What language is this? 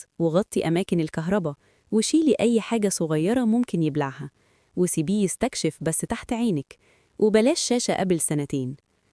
Egyptian Arabic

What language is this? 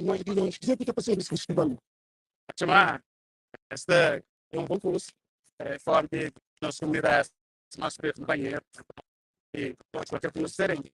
Kabuverdianu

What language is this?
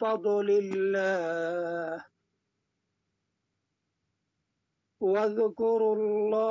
Bangla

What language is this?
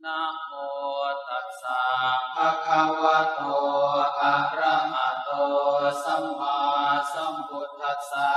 Pali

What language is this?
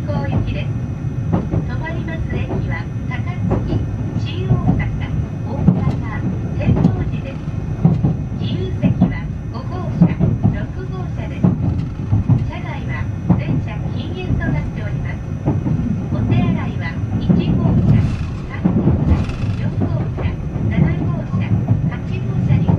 Japanese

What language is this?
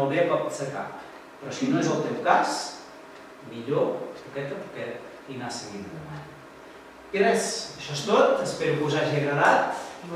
Catalan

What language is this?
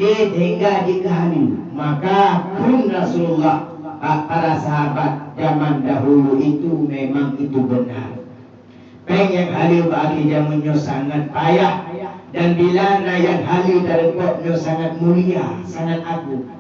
Achinese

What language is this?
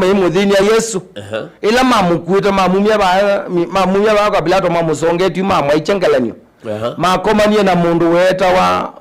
Kamba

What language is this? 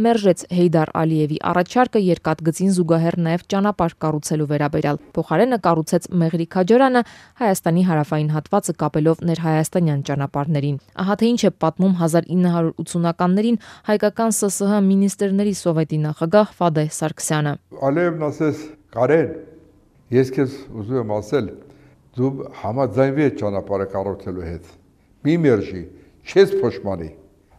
Armenian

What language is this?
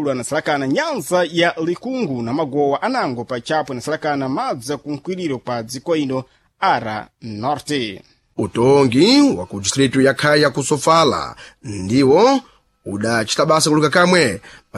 Sena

